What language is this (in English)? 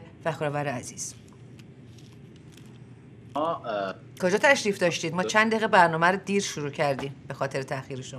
Persian